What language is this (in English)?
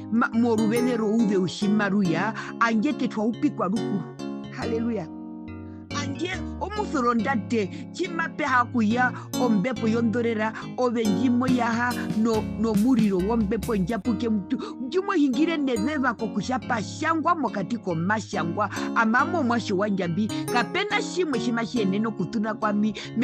Herero